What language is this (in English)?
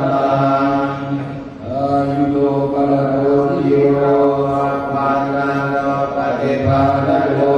Pali